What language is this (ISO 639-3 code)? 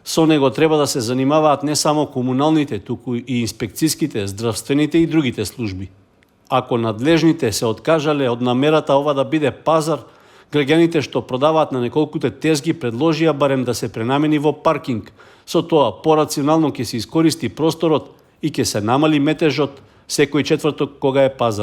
mkd